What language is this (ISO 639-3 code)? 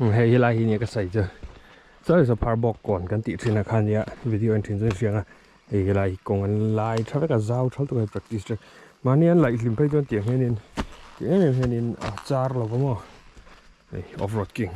lus